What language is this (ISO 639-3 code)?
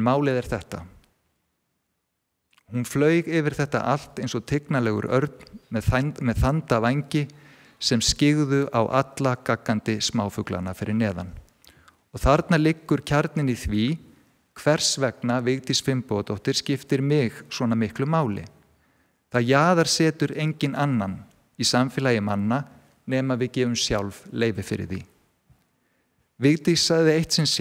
isl